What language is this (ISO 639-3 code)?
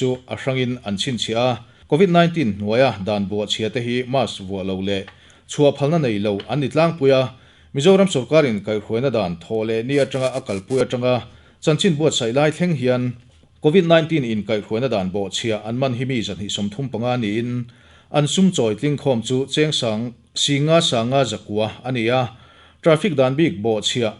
lus